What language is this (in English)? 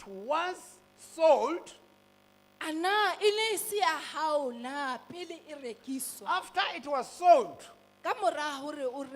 Southern Sotho